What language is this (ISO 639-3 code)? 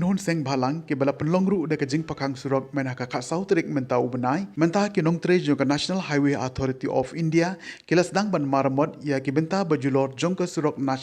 kha